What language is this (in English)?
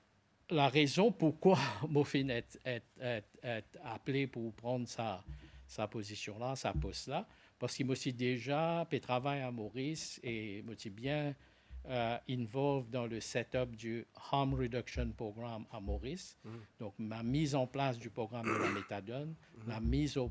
Morisyen